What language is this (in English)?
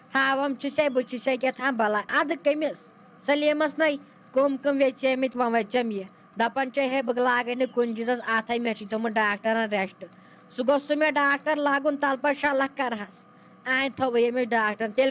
Kashmiri